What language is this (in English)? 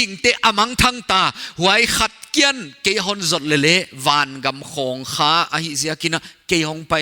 Paite Chin